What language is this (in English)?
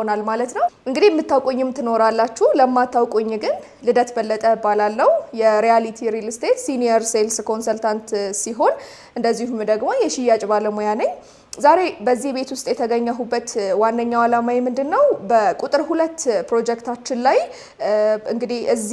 Amharic